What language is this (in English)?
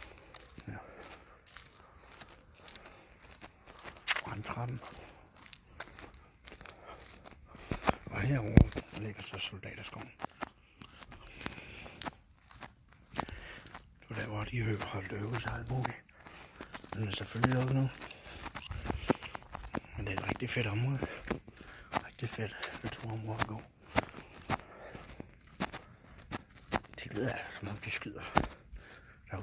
Danish